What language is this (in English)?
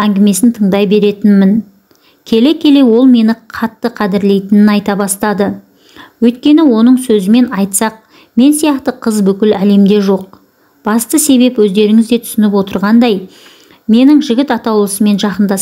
Kazakh